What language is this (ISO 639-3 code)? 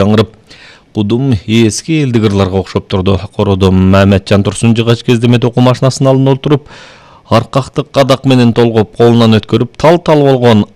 kir